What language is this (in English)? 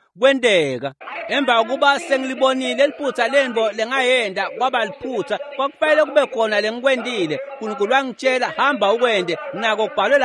Swati